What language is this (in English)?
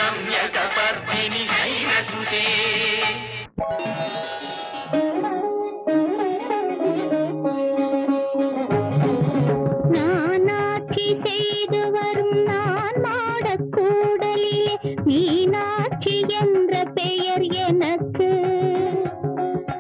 Tamil